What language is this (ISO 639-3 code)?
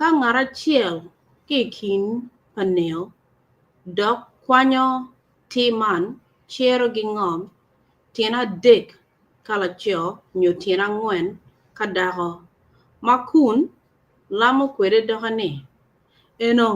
ach